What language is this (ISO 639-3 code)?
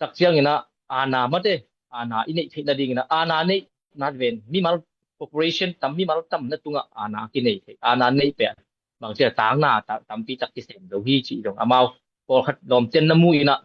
ctd